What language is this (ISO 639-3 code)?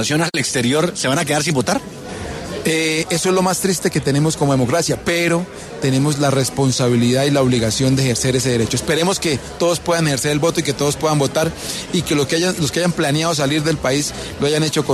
spa